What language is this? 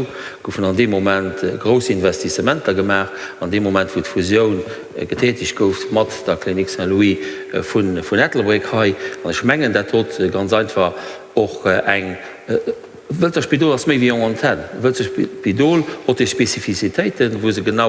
Luxembourgish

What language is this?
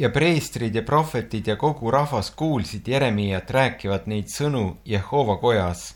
Estonian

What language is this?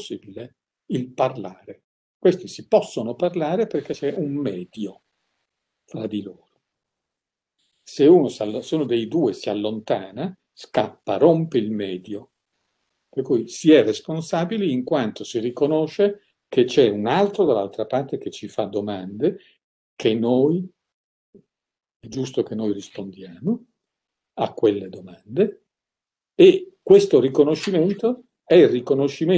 Italian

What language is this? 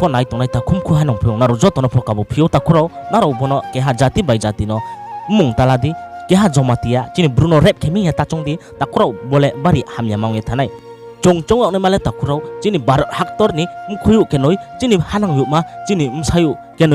Riang (India)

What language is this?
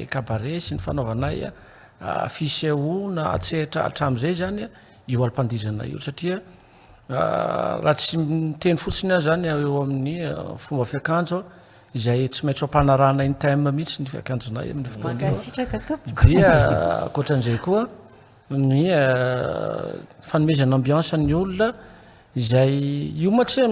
Malagasy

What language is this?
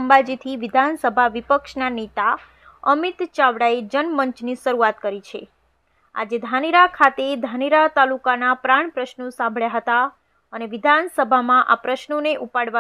Gujarati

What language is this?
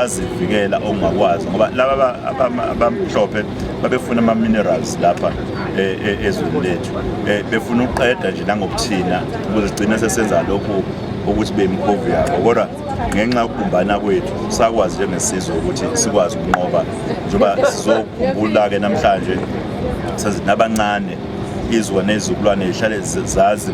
Zulu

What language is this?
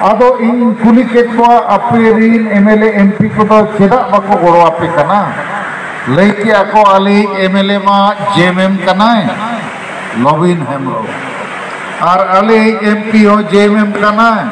Santali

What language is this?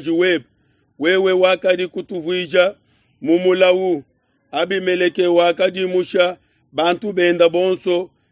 Luba-Lulua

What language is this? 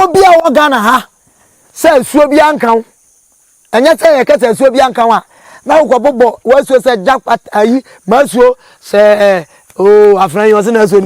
Akan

